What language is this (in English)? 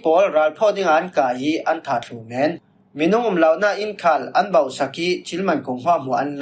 Falam Chin